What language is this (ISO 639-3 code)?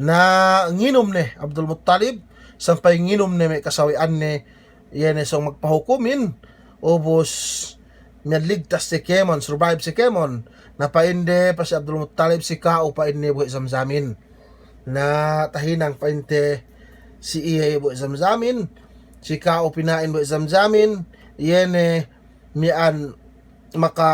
yka